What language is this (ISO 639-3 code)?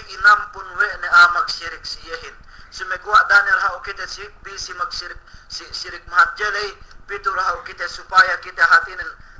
yka